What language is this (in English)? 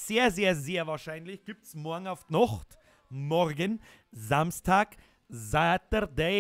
Bavarian